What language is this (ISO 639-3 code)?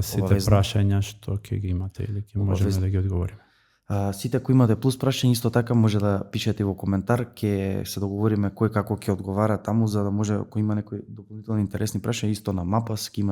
mkd